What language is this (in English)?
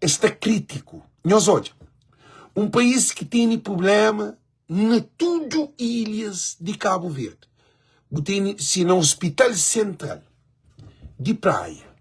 Kabuverdianu